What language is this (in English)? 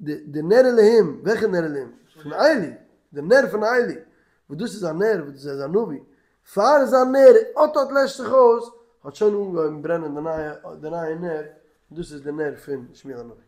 Yiddish